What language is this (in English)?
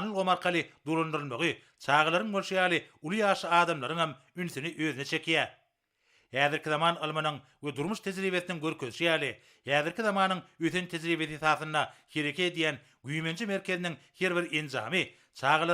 Turkmen